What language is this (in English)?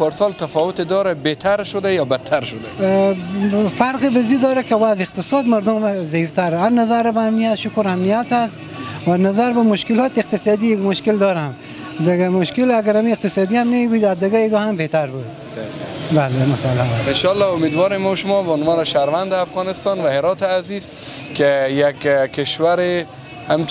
Persian